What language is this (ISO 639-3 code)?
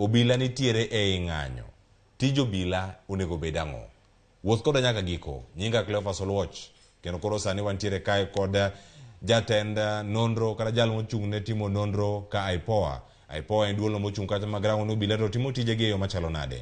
luo